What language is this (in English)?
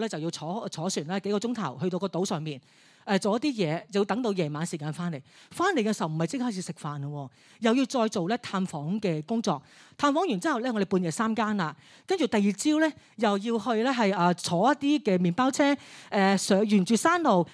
Cantonese